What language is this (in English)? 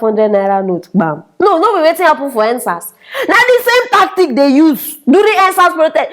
Nigerian Pidgin